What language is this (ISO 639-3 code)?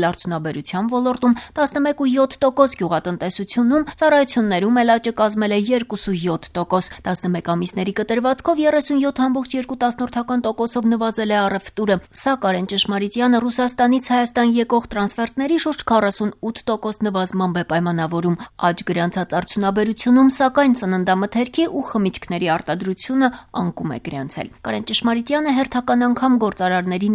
hye